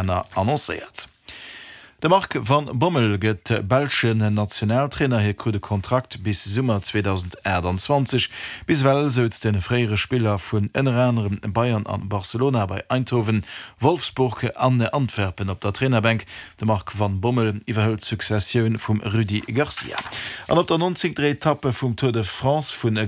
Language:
Luxembourgish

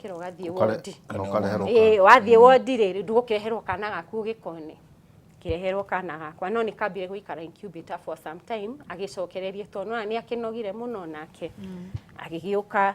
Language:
Kikuyu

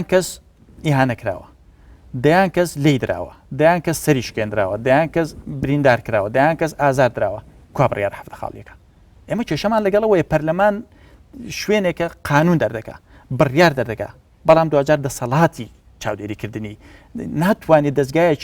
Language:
Central Kurdish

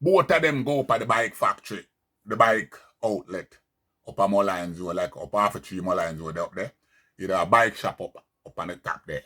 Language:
Jamaican Creole English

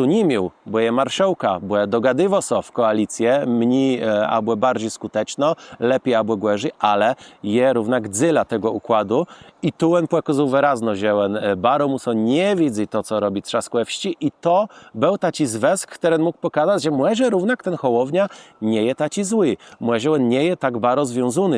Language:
Kashubian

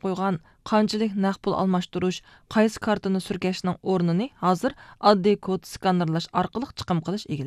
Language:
Uyghur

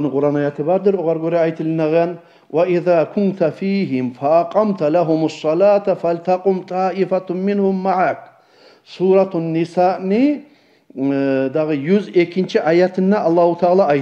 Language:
Kumyk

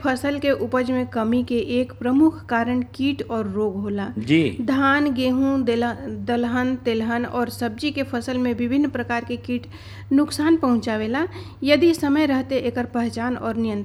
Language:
Bhojpuri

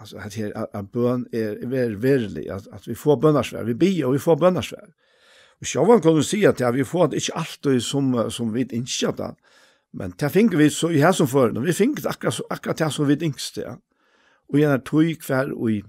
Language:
Faroese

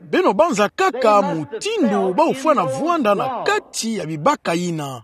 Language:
Kituba (Democratic Republic of Congo)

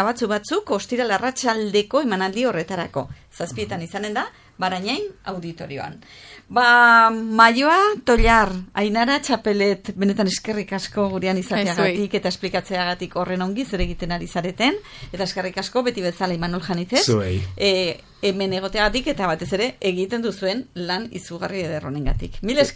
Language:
Basque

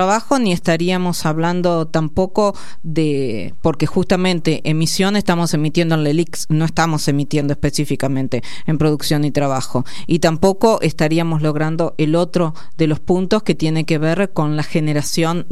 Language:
Spanish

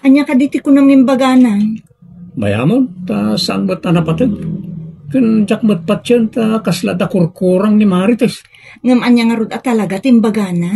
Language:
Iloko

